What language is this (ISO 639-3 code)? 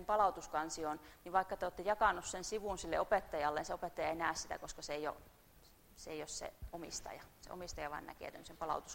fin